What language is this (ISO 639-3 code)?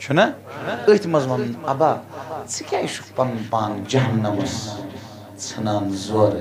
kas